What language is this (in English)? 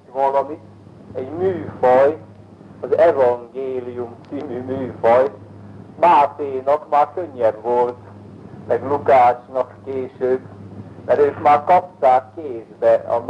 Hungarian